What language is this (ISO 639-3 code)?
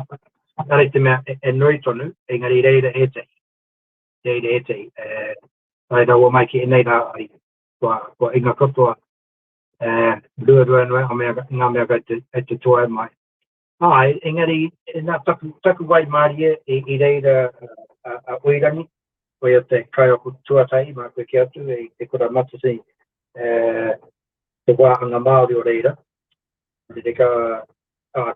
mri